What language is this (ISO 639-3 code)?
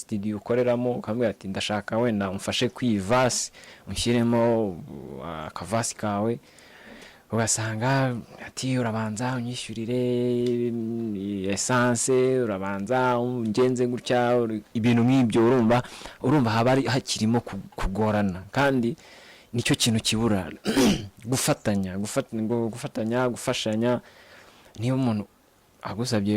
kin